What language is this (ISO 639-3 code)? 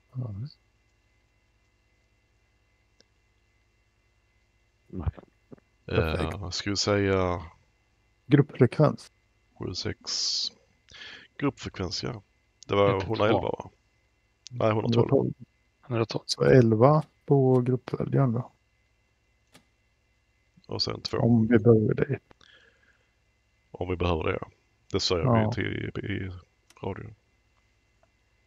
swe